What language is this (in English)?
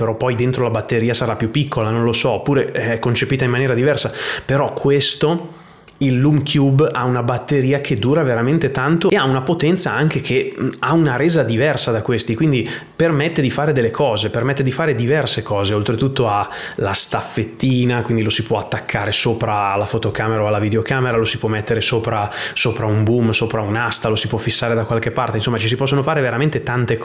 Italian